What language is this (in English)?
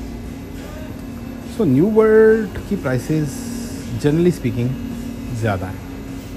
Hindi